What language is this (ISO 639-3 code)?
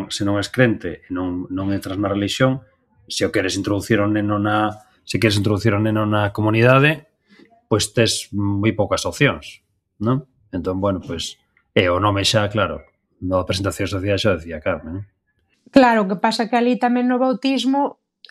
glg